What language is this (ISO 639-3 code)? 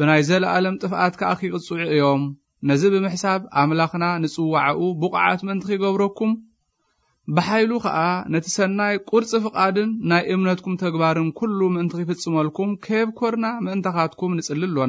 tir